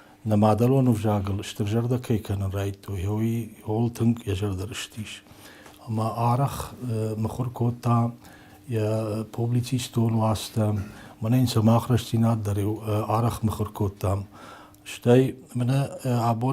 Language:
Ossetic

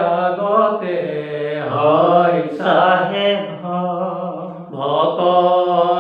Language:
Assamese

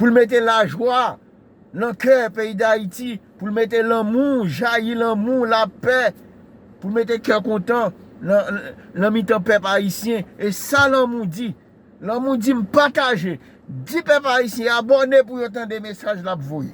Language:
Haitian Creole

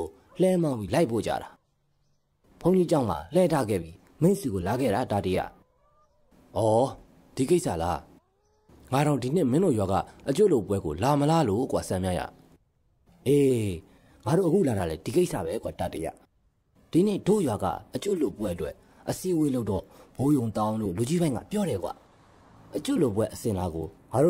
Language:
Burmese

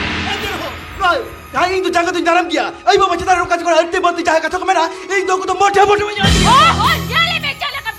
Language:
Santali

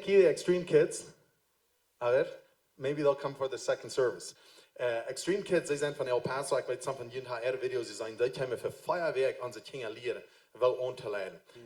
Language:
Plautdietsch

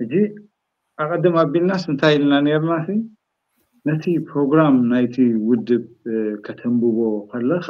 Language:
Tigrinya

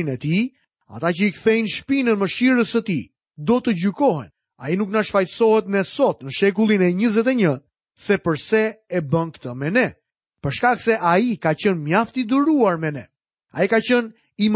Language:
Albanian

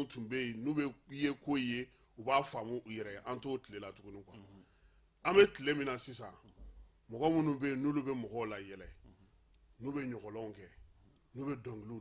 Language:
Bambara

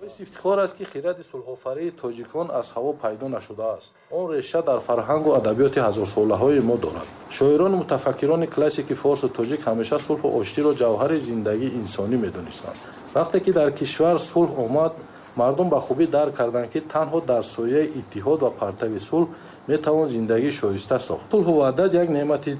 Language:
Tajik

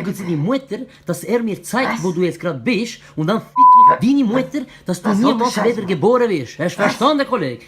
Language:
Swiss German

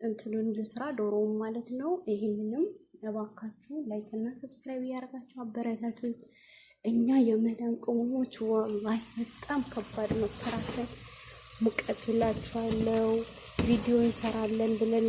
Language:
Amharic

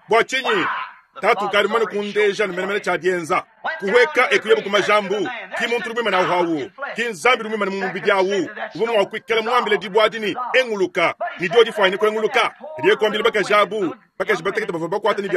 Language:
Luba-Lulua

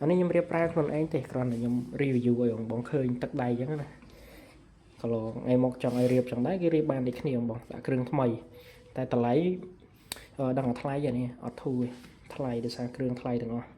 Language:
Khmer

